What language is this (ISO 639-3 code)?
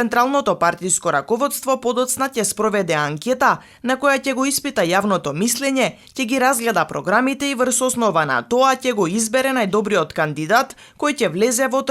mkd